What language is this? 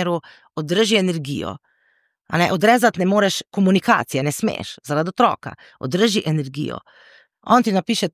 Slovenian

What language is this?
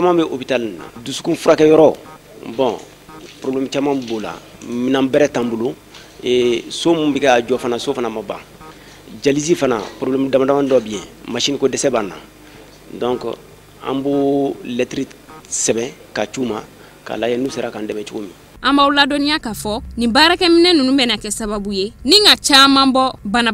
Bambara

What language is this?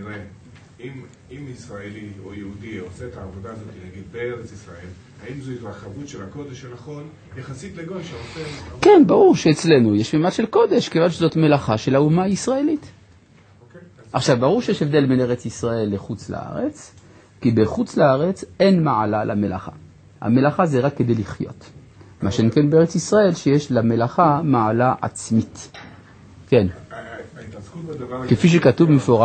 Hebrew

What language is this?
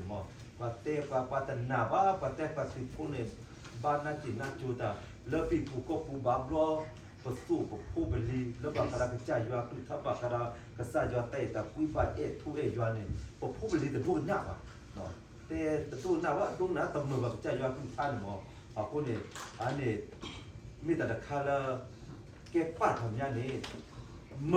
S'gaw Karen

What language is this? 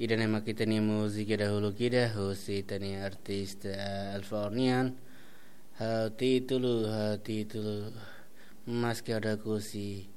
Tetum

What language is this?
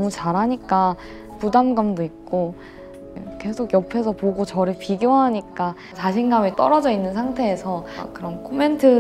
Korean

